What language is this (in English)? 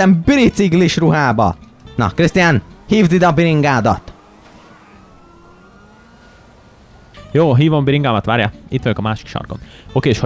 Hungarian